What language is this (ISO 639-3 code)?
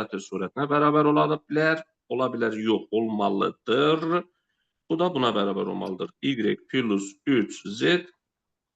aze